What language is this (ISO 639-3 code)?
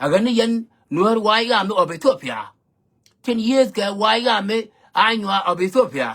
nus